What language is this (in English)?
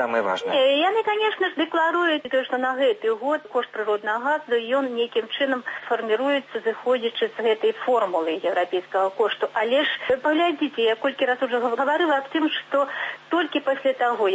Belarusian